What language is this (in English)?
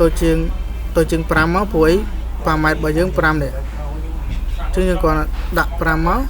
Khmer